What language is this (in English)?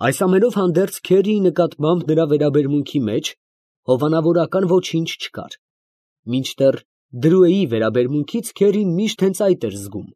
Armenian